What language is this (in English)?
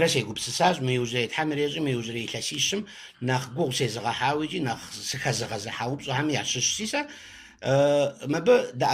Kabardian